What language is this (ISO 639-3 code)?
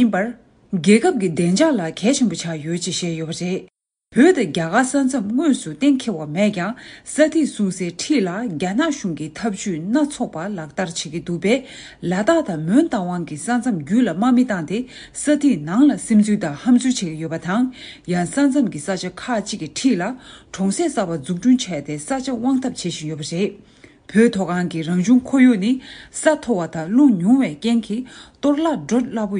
bod